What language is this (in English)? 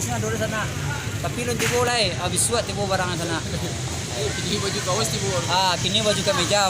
Minangkabau